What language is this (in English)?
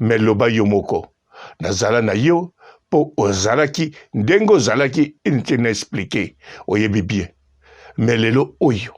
Lingala